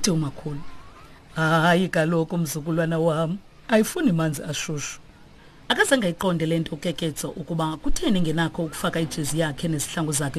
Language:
Xhosa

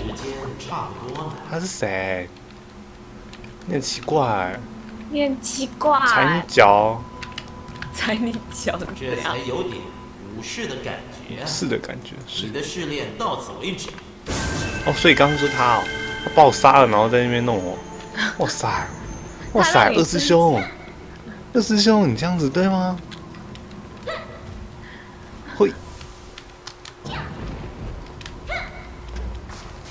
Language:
Chinese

